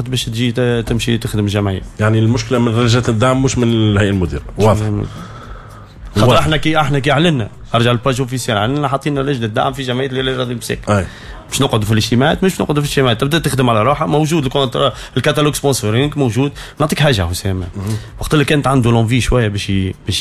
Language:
Tunisian Arabic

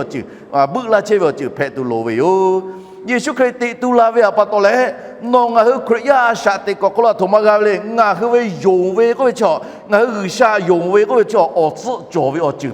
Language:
Lahu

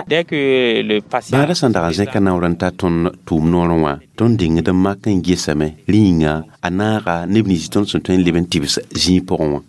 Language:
Mossi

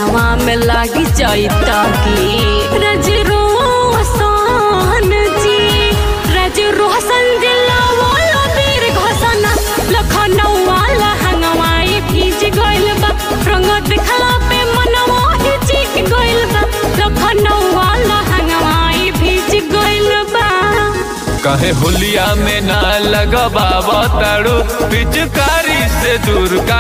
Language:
Bhojpuri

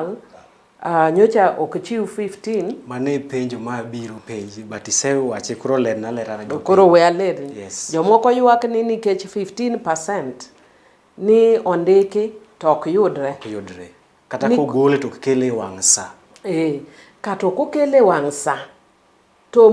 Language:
Luo (Kenya and Tanzania)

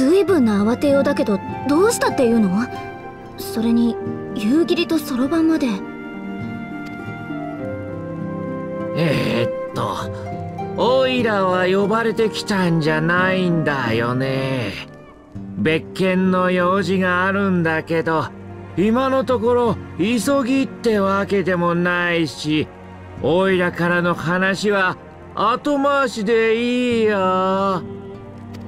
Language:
Japanese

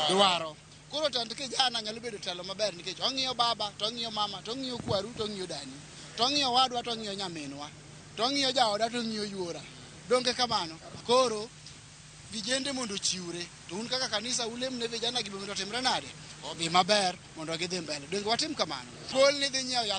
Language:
Luo (Kenya and Tanzania)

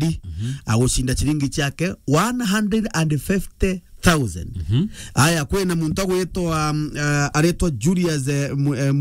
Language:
Meru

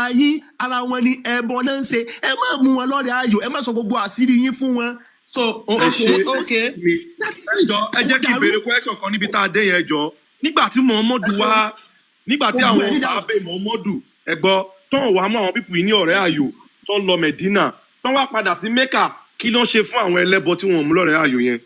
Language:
Yoruba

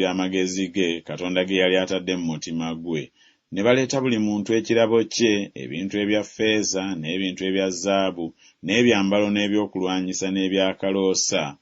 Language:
Ganda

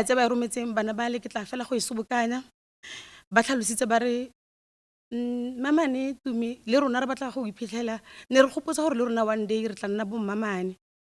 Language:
Tswana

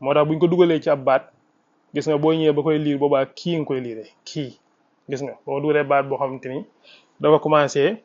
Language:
Wolof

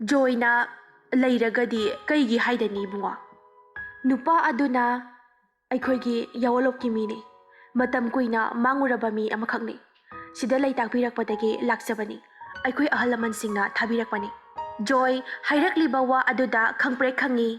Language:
Manipuri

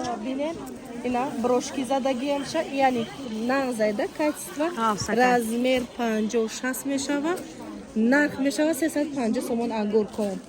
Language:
Tajik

